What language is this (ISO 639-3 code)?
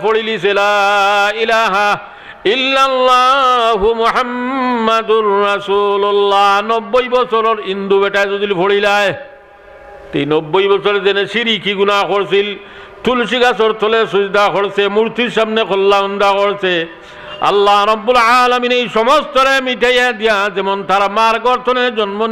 syl